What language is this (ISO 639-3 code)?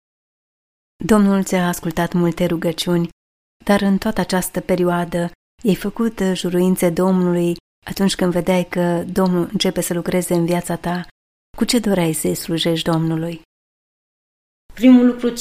ron